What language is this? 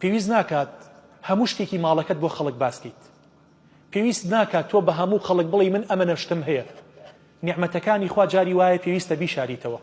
Central Kurdish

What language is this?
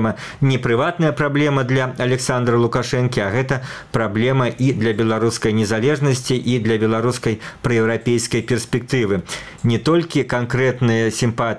Belarusian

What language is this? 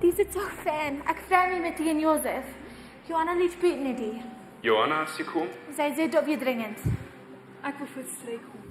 Plautdietsch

